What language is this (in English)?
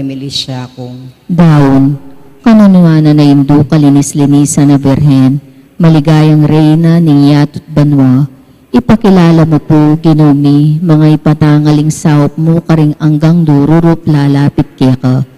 Pampanga